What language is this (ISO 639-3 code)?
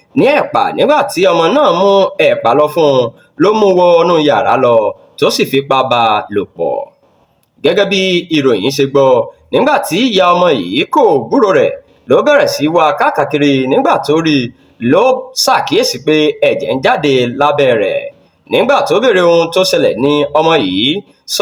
yor